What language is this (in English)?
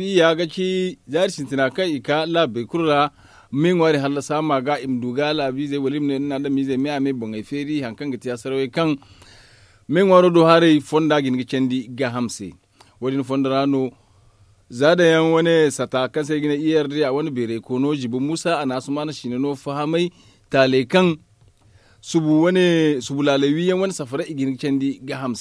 Zarma